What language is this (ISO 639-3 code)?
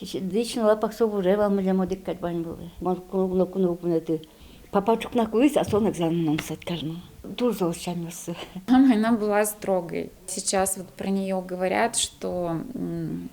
udm